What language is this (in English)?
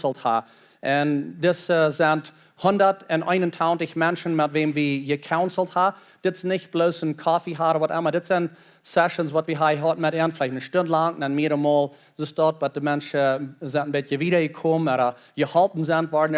Plautdietsch